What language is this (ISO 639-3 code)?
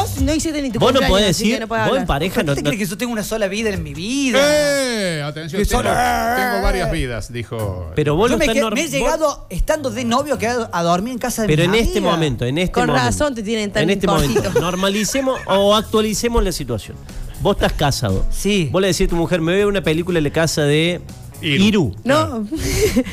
spa